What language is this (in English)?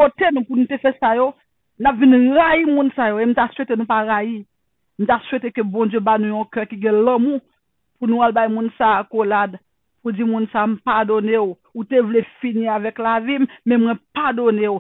Haitian Creole